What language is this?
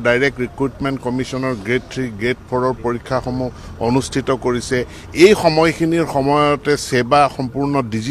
Assamese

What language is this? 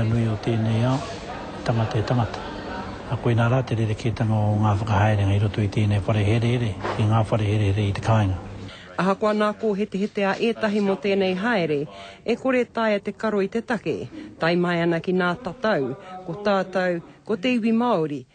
Māori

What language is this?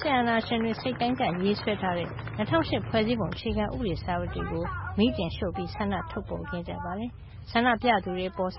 Burmese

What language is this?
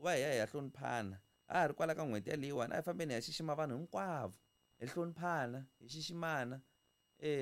Tsonga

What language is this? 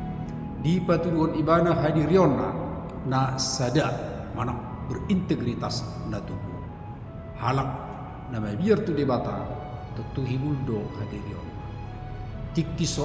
Batak Toba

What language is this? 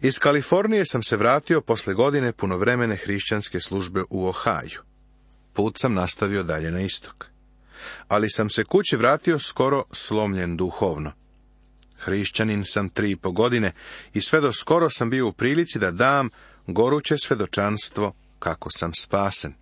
Serbian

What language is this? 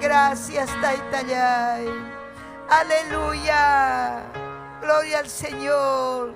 Ayacucho Quechua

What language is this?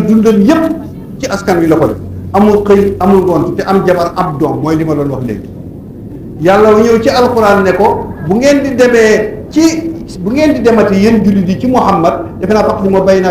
Wolof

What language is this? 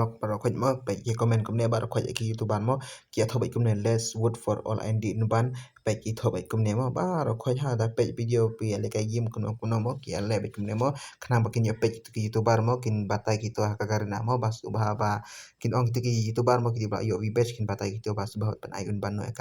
Khasi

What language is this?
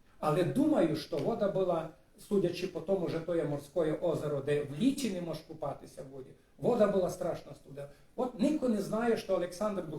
Rusyn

